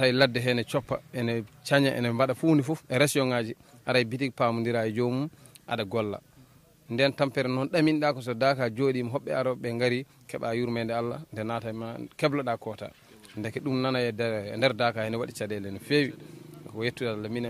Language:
Fula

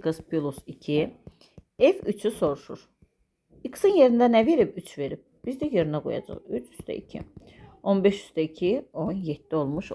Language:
Azerbaijani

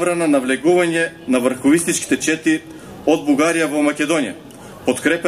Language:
Macedonian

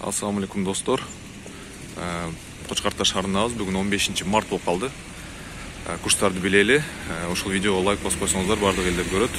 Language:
Kyrgyz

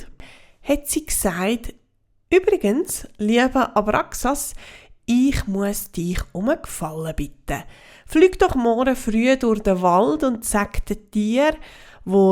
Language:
Swiss German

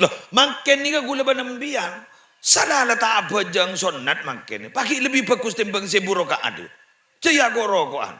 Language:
Madurese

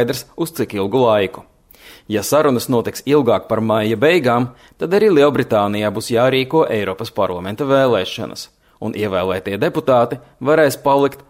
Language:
Latvian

